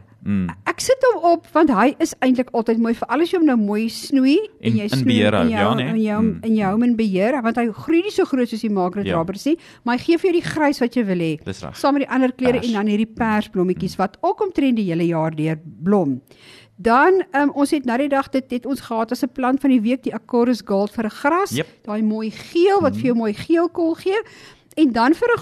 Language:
Afrikaans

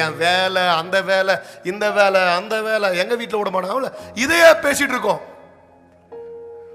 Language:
Tamil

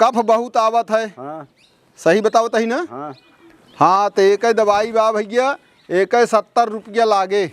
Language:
Awadhi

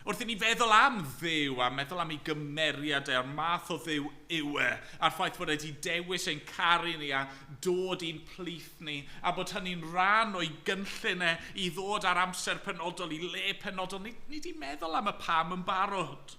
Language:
Welsh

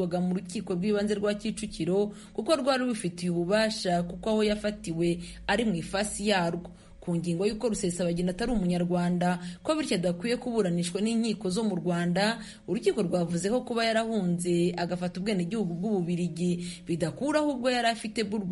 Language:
Kinyarwanda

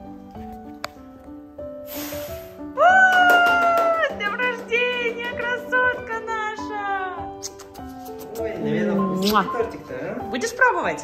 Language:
Russian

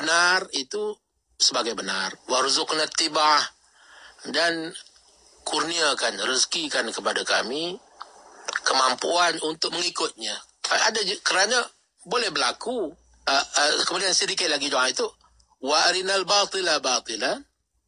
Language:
Malay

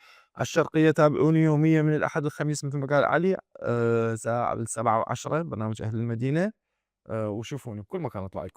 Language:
Mesopotamian Arabic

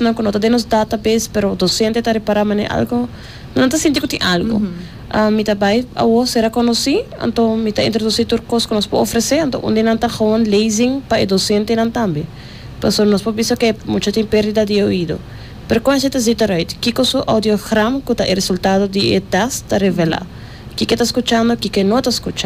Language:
Papiamento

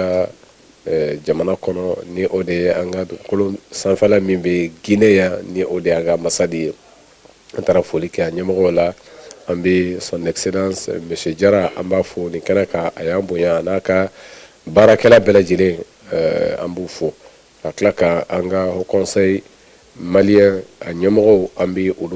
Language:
Bambara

